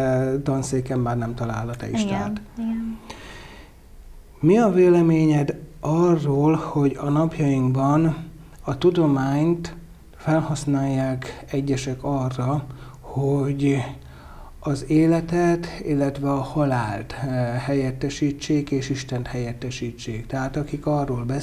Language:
Hungarian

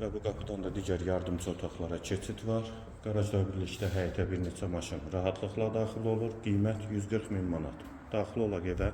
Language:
Azerbaijani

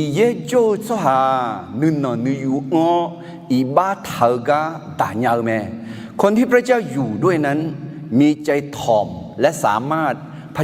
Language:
Akha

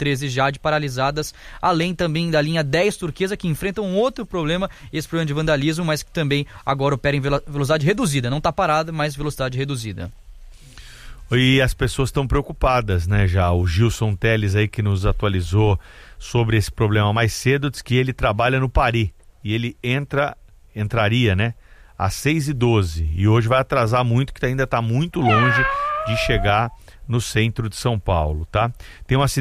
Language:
Portuguese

